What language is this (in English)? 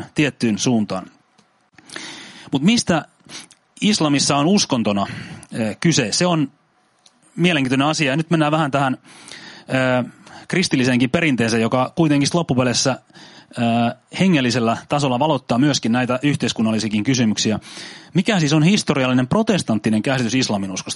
Finnish